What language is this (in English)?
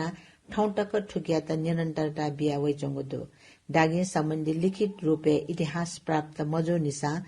Newari